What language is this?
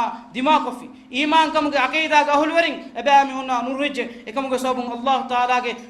Divehi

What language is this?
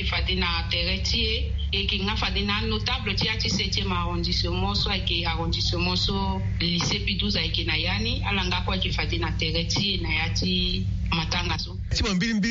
Sango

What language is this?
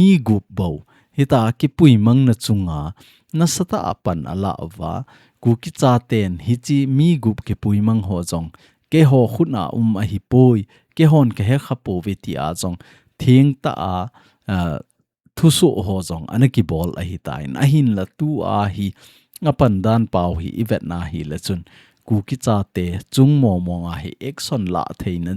Thado Chin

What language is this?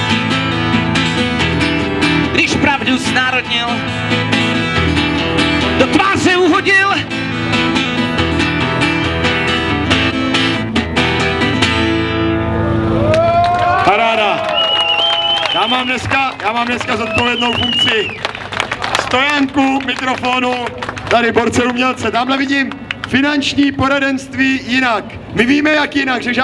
Czech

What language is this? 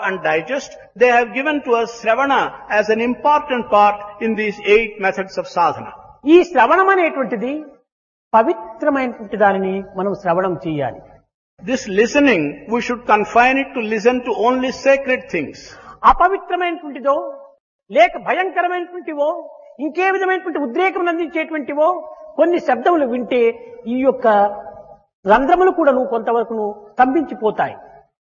Telugu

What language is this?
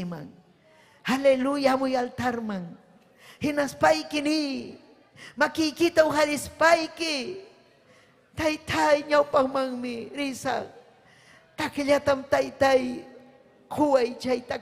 Ayacucho Quechua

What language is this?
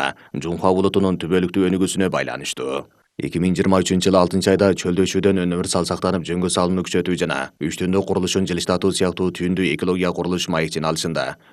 Kyrgyz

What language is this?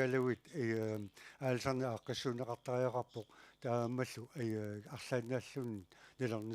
Kalaallisut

